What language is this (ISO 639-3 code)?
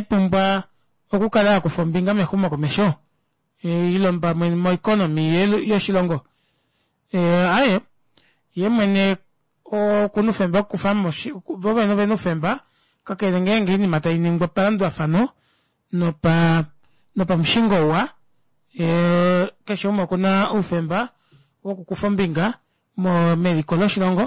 kua